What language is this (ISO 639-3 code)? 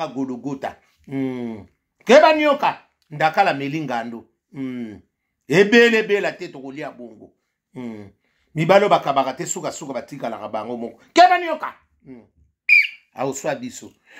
lin